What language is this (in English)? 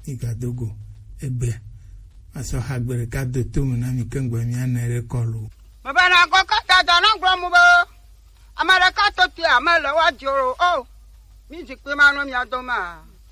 Gen